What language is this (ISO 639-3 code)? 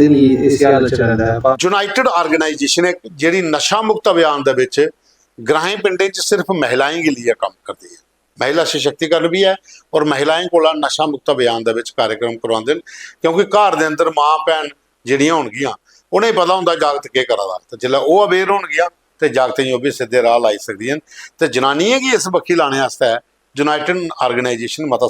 doi